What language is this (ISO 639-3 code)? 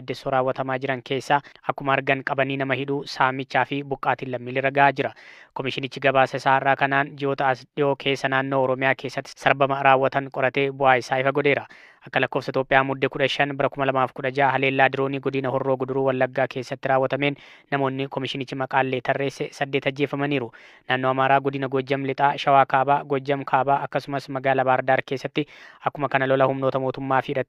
orm